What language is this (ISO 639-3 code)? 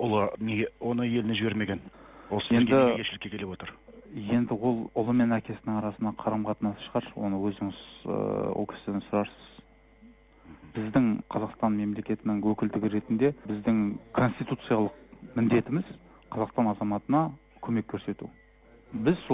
kaz